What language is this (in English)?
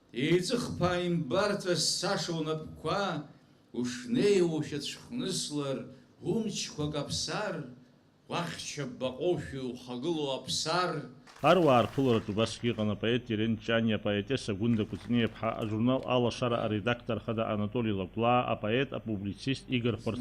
Abkhazian